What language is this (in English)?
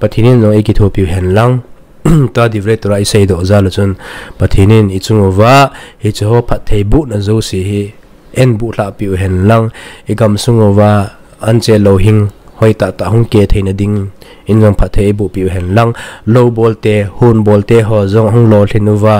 Thado Chin